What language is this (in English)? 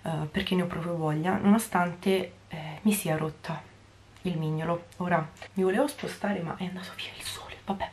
Italian